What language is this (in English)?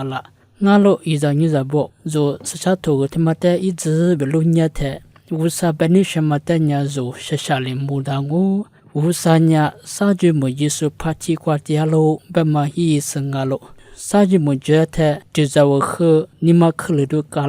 Lisu